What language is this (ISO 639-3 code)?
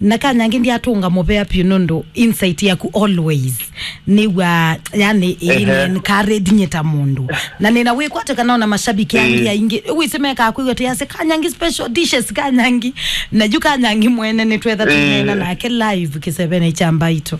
kam